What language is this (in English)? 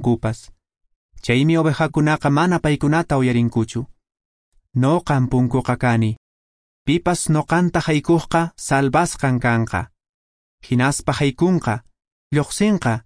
Quechua